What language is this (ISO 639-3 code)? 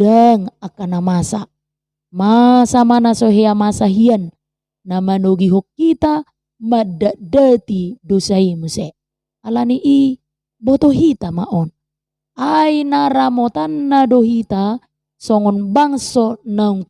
bbc